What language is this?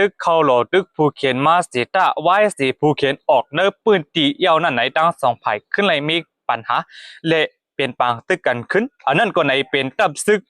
Shan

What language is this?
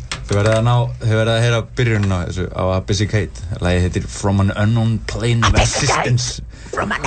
Icelandic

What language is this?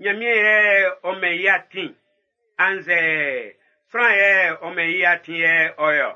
Baoulé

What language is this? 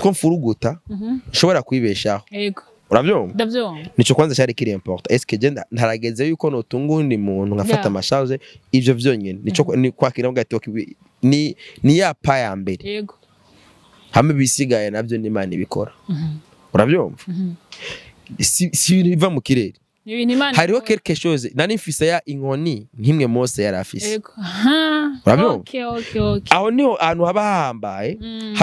Rundi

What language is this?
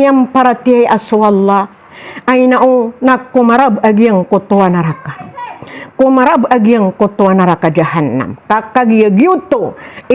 Maranao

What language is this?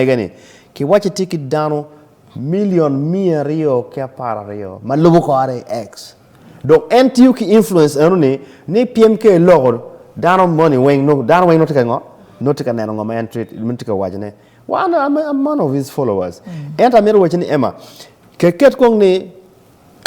Acoli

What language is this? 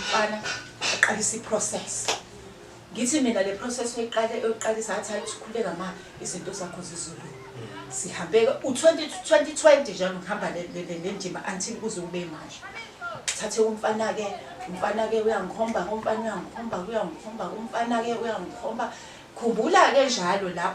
Zulu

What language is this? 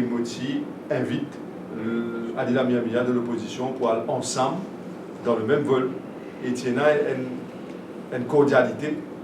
Morisyen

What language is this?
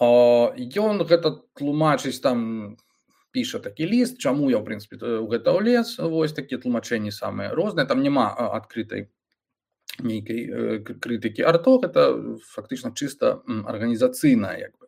Belarusian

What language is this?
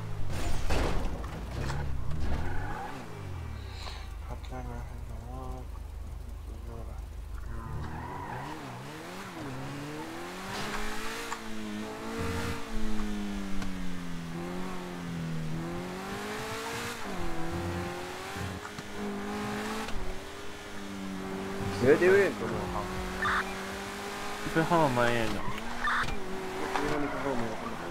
Tunisian Arabic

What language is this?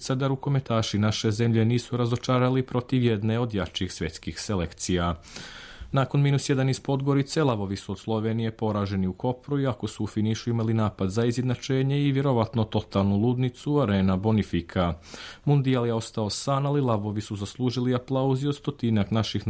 Serbian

